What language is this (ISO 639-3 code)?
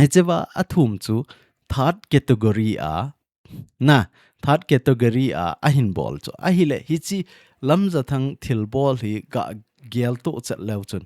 tcz